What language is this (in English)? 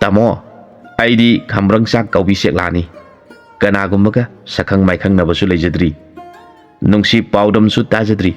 Manipuri